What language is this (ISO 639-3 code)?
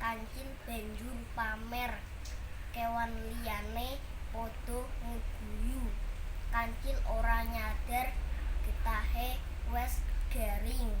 jav